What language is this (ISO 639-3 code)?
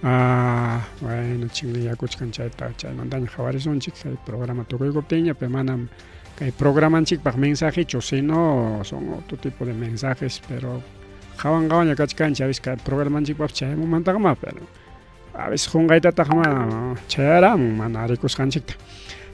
quy